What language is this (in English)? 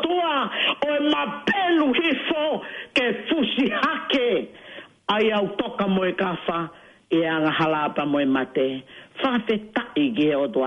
Tongan